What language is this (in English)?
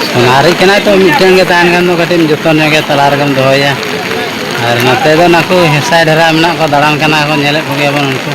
Santali